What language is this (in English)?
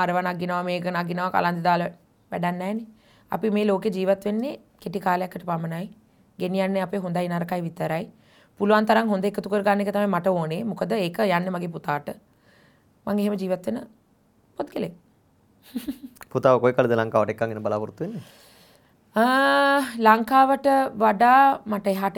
Sinhala